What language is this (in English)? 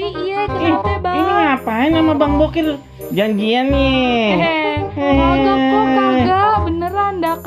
Betawi